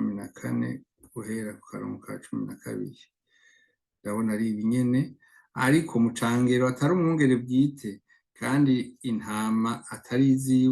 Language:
Rundi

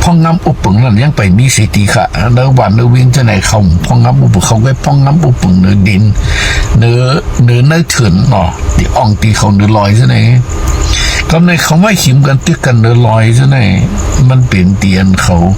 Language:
Shan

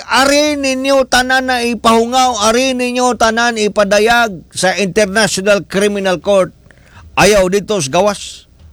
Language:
Cebuano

